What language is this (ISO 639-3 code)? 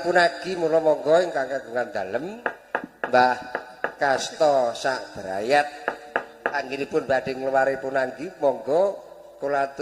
jav